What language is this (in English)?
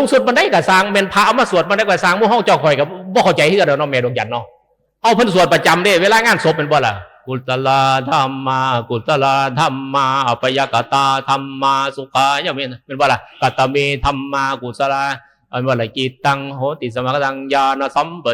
Northeastern Thai